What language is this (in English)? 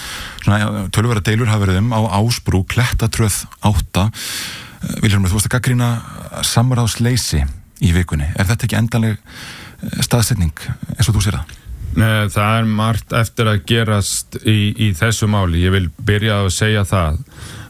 Icelandic